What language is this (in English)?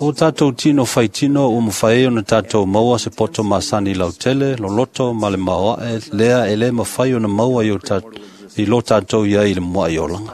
Samoan